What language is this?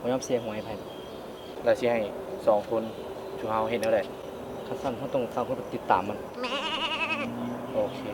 Lao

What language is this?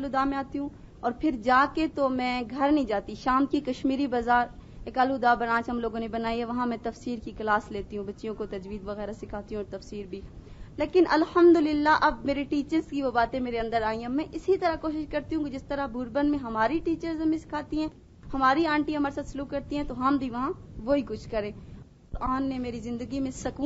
Urdu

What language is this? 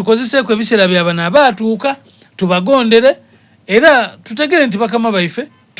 Soga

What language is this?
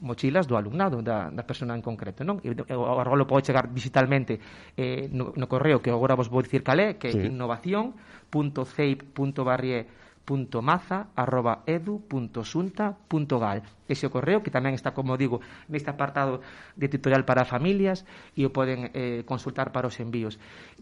Galician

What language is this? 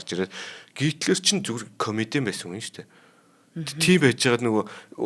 Mongolian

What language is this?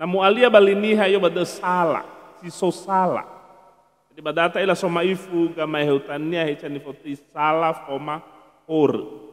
Nias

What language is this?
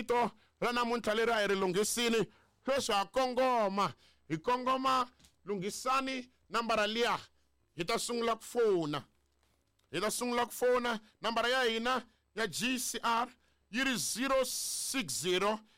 Tsonga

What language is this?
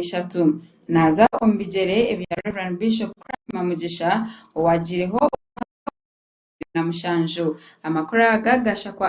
Nyankole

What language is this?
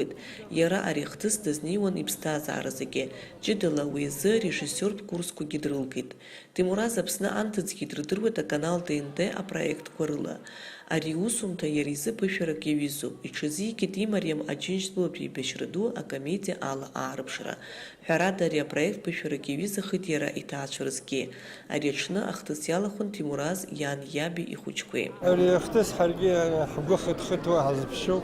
Abkhazian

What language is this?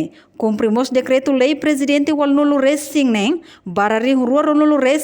Tetum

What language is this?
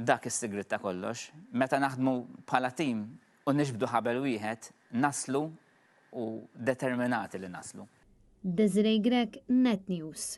Maltese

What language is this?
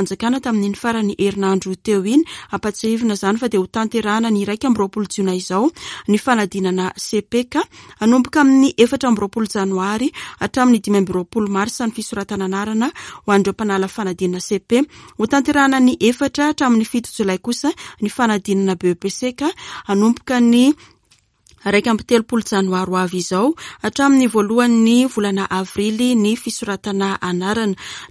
Malagasy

